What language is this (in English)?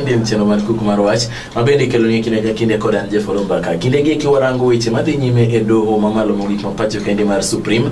Luo (Kenya and Tanzania)